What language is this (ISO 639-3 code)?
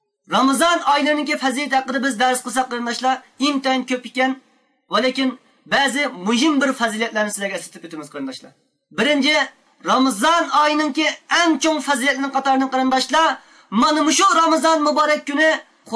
uig